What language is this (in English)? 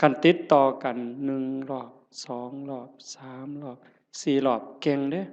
Northeastern Thai